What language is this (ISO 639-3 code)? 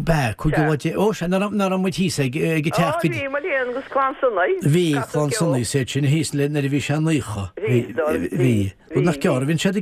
gle